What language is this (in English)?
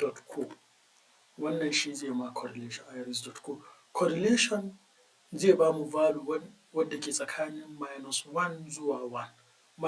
Hausa